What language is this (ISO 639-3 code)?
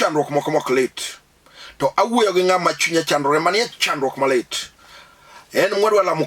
luo